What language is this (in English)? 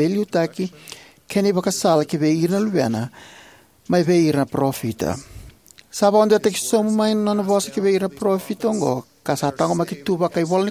Fijian